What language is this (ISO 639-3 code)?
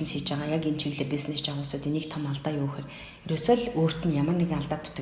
mon